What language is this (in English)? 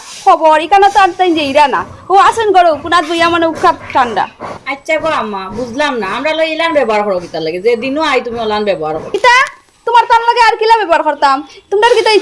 Sylheti